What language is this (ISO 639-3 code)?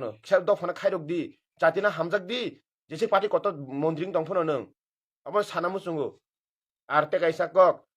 trp